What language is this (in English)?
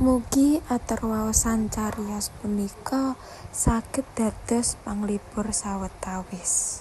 Javanese